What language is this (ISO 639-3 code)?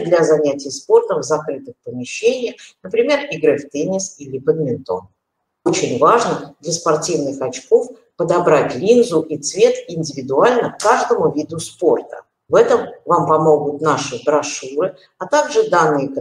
rus